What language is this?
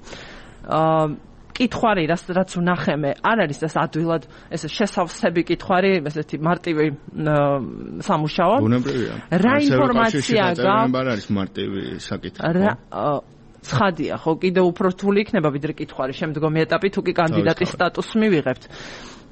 Georgian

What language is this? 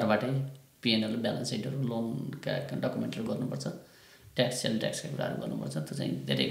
Nepali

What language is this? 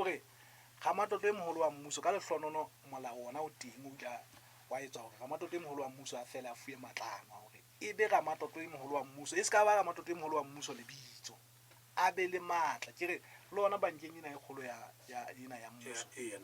Southern Sotho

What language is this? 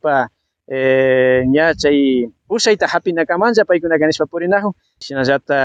Imbabura Highland Quichua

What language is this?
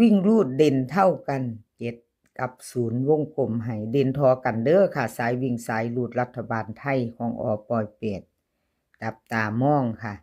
Northeastern Thai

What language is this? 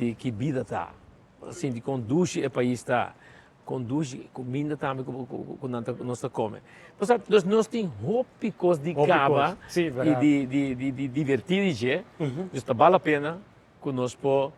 Papiamento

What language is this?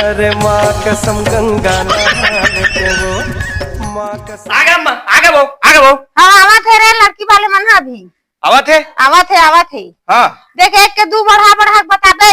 Chhattisgarhi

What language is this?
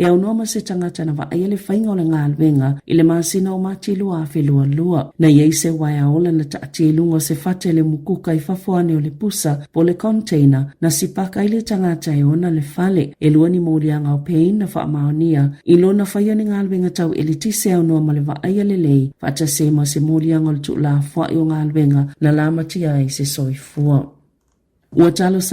Samoan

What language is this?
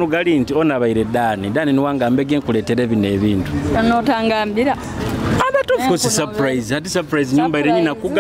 Nyoro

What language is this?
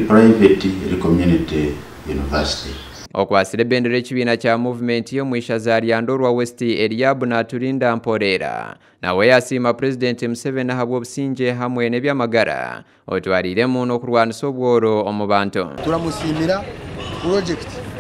Nyankole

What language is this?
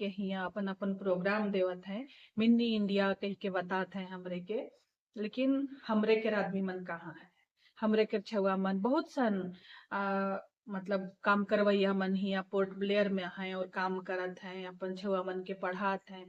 Sadri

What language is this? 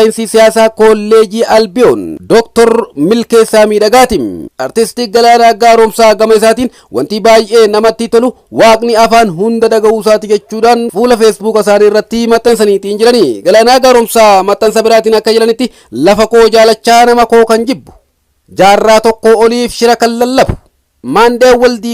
Oromo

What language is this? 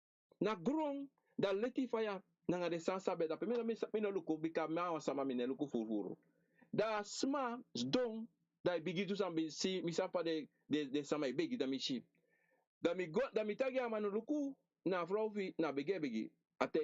Sranan Tongo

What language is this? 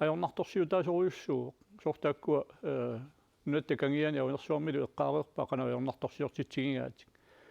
Kalaallisut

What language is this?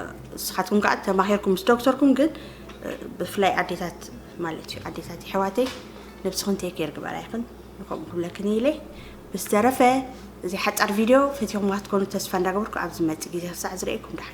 Tigrinya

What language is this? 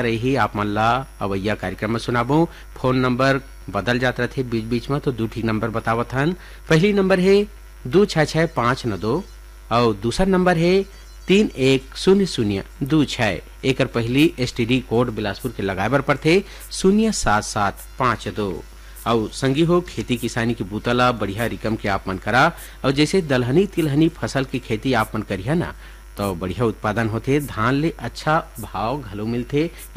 Chhattisgarhi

